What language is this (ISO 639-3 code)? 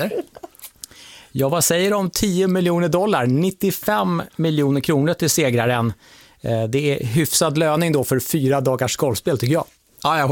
swe